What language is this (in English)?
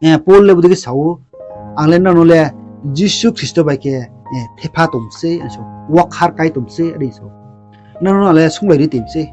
Riang (India)